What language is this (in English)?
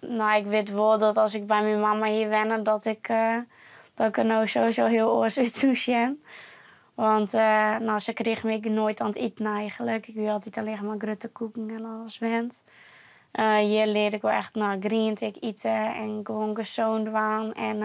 Western Frisian